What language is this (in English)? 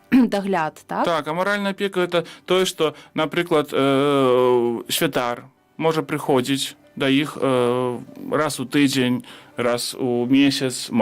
Belarusian